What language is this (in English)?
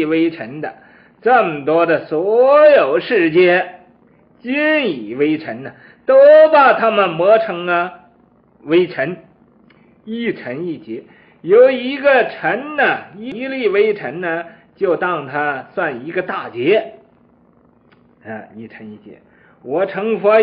Chinese